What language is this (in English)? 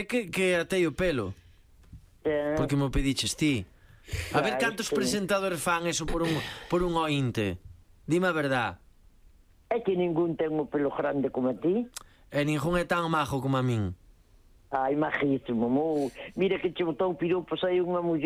Galician